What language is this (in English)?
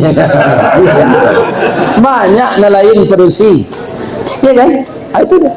Minangkabau